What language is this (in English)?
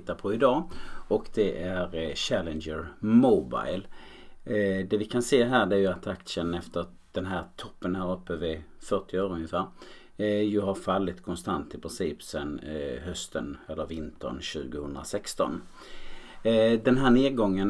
Swedish